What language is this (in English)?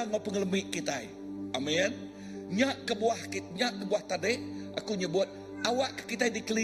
Iban